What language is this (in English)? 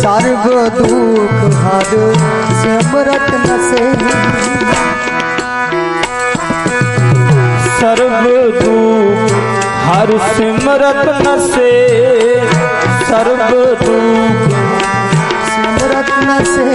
Punjabi